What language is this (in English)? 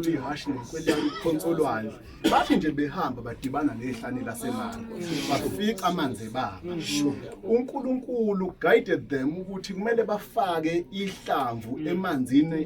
Zulu